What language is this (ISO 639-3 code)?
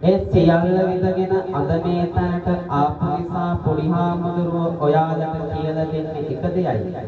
sin